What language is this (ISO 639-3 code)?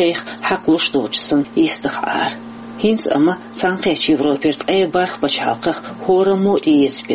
che